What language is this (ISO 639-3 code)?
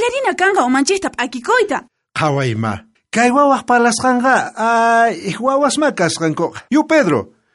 quh